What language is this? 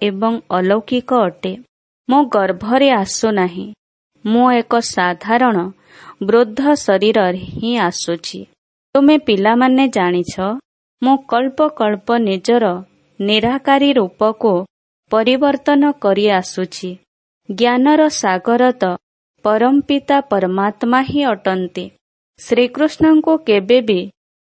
Odia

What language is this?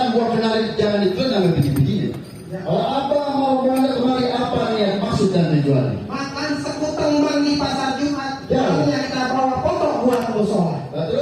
Betawi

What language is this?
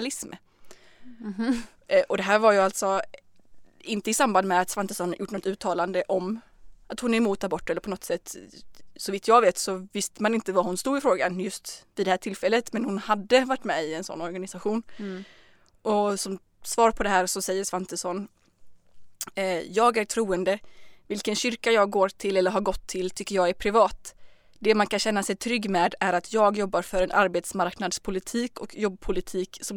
Swedish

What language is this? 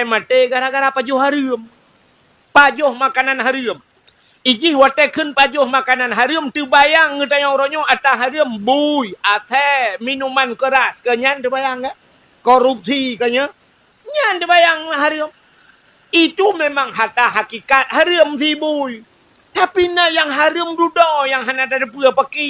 Achinese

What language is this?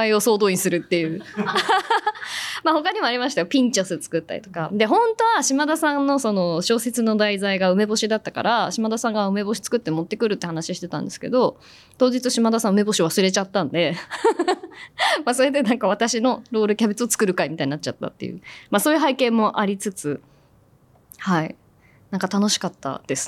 Japanese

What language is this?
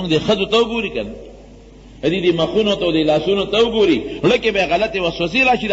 Pashto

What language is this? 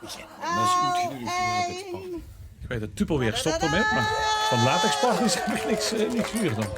Limburgish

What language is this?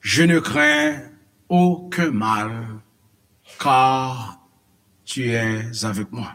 Haitian Creole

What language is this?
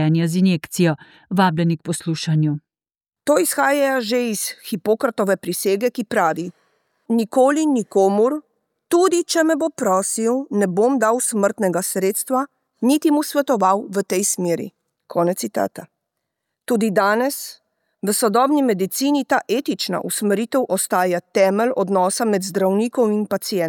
Slovenian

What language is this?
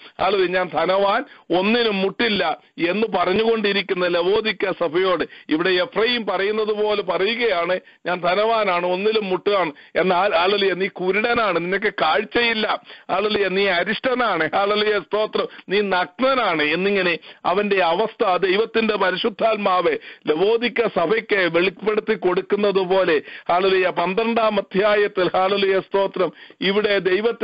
Malayalam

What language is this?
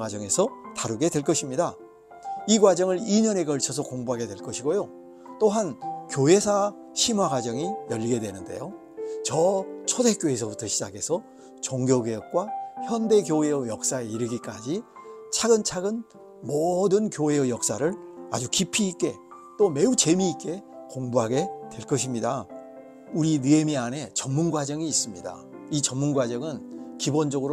Korean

